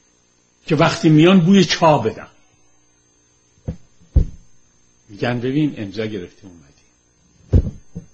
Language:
Persian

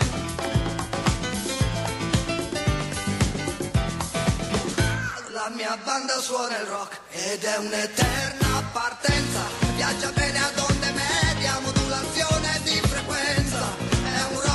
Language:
Italian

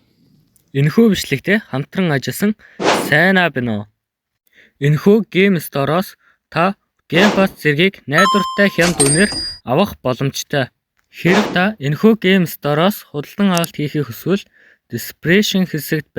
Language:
Mongolian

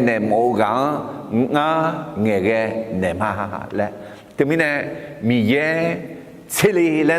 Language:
Akha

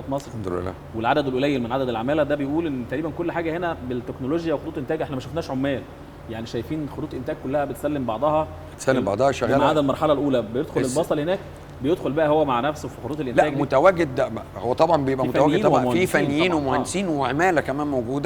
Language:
Egyptian Arabic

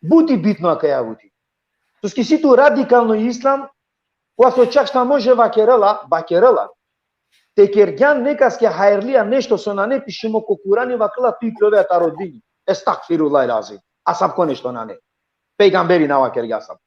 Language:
Balkan Romani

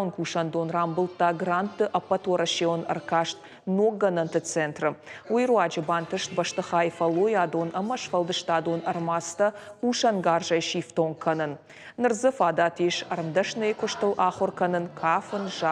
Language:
Ossetic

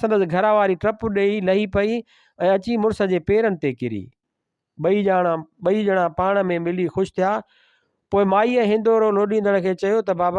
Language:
Sindhi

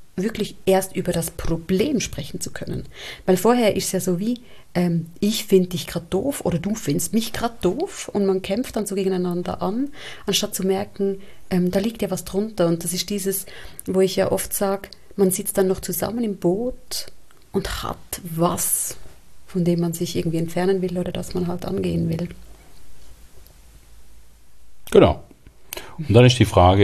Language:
German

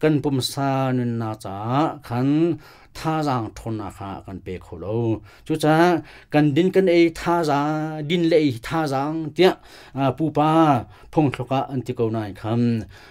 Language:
Hakha Chin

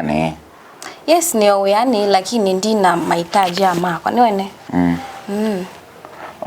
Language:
Kamba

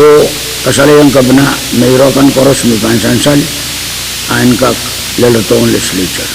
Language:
Pohnpeian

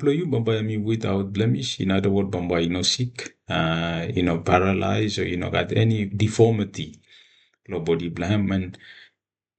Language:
Bislama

